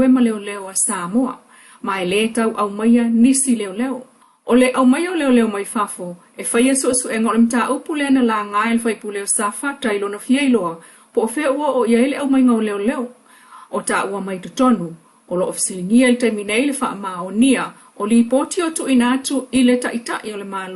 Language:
Samoan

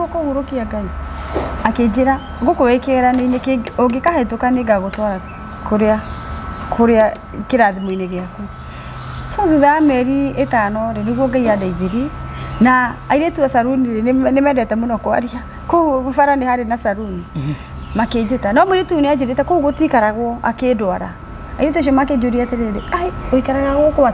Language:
Kikuyu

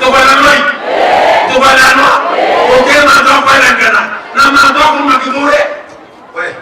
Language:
Meru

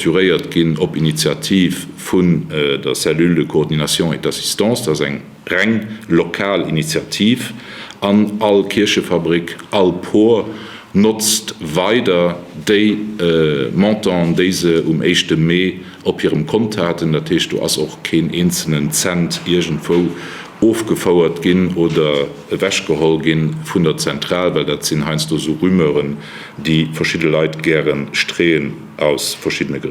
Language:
Luxembourgish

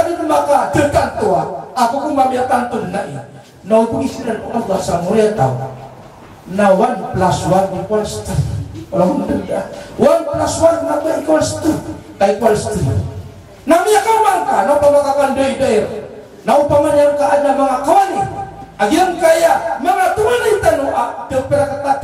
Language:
Maranao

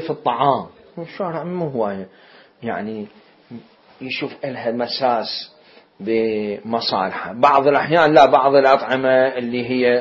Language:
Mesopotamian Arabic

